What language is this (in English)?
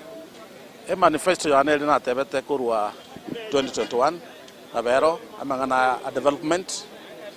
Gusii